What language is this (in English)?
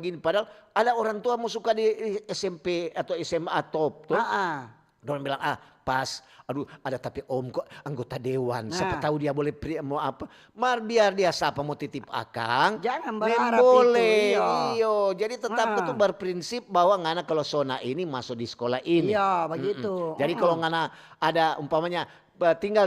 Manado Malay